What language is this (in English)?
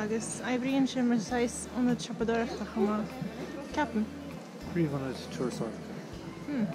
Irish